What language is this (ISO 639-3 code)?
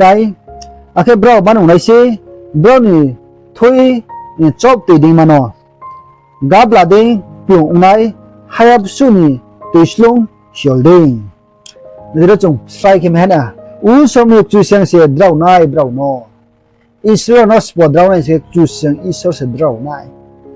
ria